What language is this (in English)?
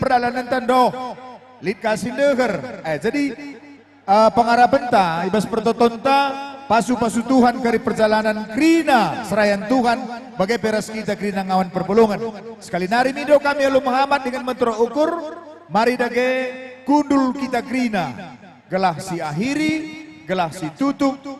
Batak Karo